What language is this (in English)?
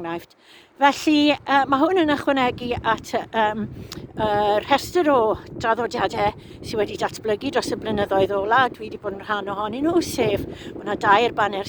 Welsh